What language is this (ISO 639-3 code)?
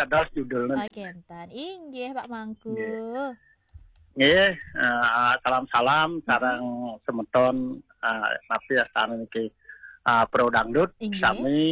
ban